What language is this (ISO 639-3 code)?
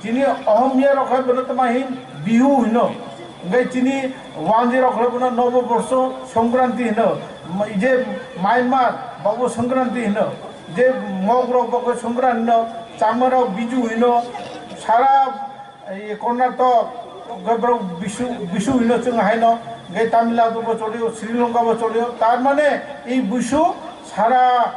trp